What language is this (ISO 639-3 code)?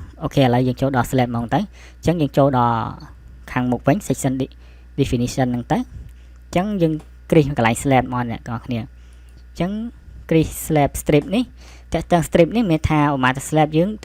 khm